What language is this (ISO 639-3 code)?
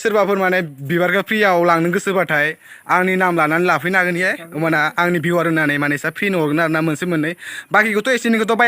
brx